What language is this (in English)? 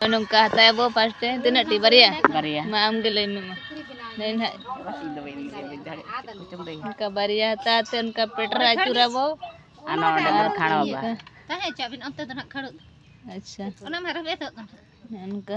Santali